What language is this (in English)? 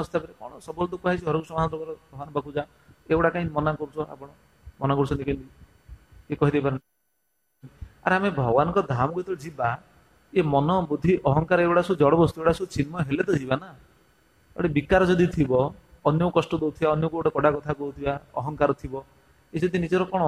Odia